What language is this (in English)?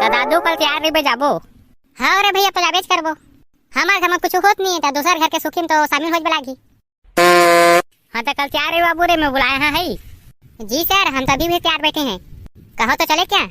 Chhattisgarhi